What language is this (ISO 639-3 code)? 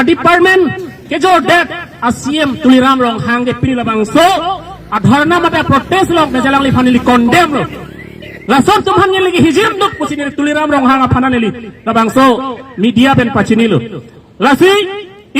mjw